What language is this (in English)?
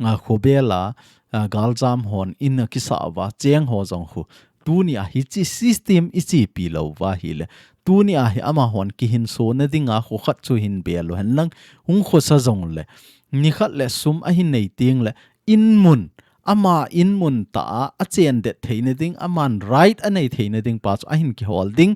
Thado Chin